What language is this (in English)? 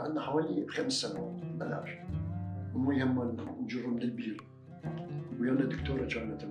Mesopotamian Arabic